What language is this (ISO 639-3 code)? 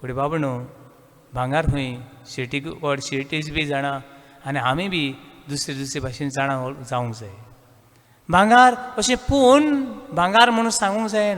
kok